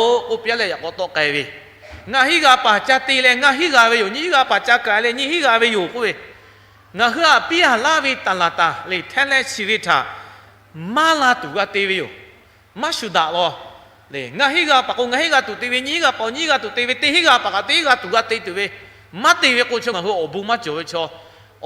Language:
Lahu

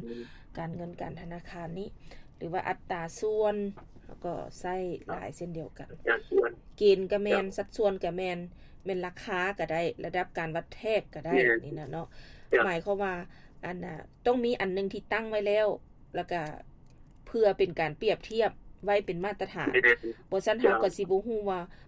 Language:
Lao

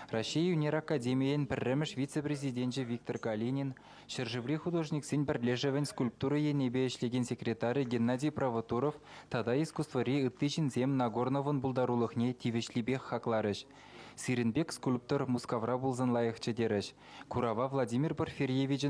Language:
Chuvash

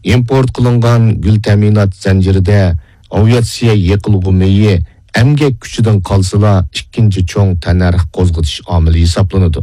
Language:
Uyghur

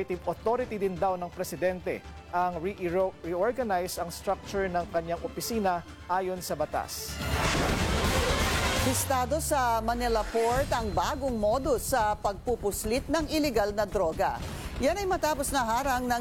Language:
Filipino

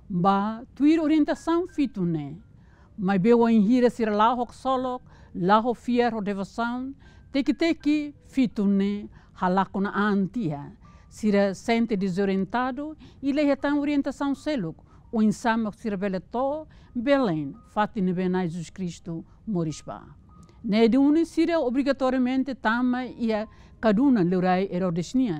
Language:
Tetum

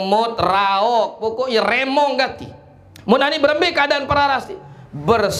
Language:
Sasak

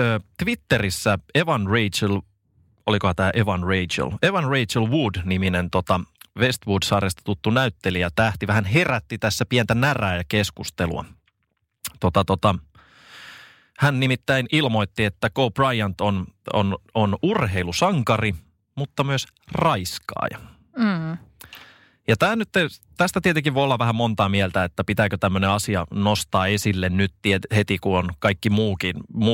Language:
Finnish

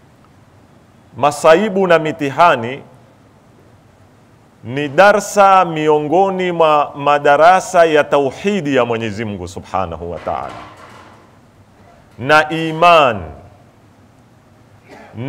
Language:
Swahili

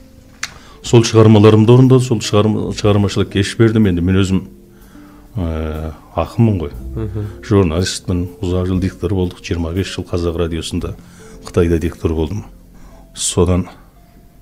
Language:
Kazakh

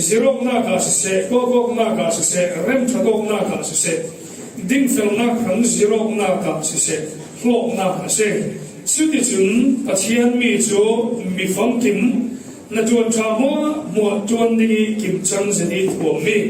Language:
Falam Chin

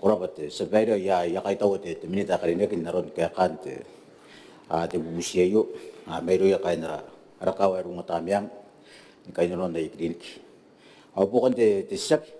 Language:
Gilbertese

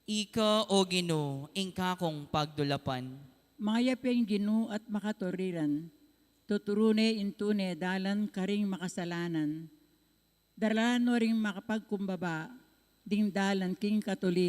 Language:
Pampanga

